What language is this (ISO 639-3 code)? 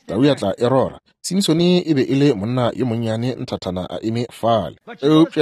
nso